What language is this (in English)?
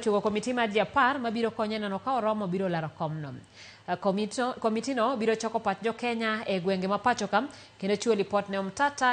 Luo (Kenya and Tanzania)